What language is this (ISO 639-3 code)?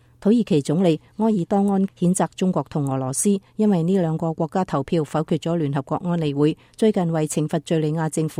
yue